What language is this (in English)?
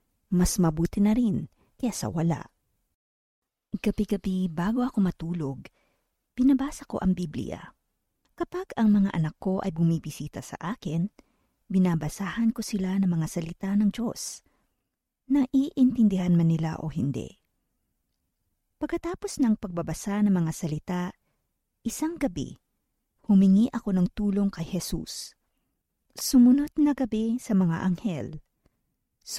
Filipino